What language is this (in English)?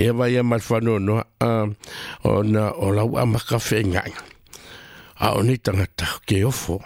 Samoan